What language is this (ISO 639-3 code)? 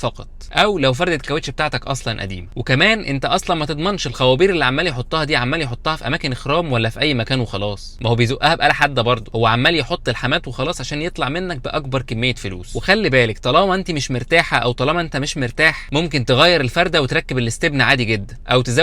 arz